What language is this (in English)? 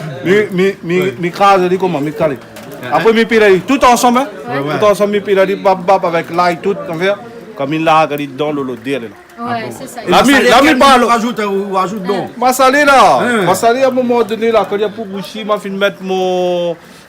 Réunion Creole French